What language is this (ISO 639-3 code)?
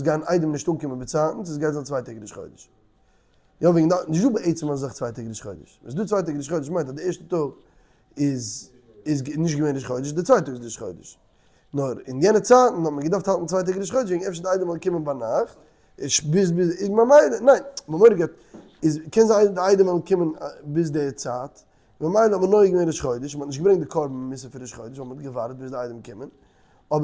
yid